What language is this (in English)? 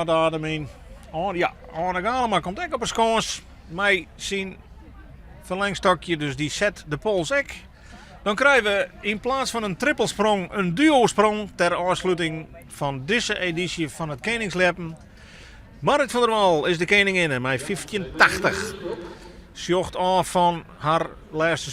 Western Frisian